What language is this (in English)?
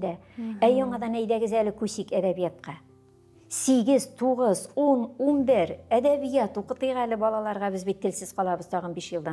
Tatar